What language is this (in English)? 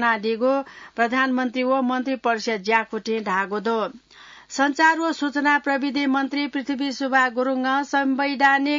Newari